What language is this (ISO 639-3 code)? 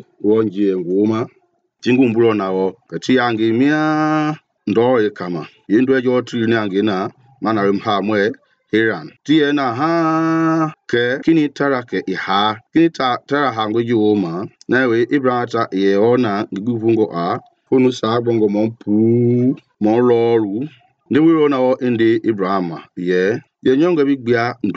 men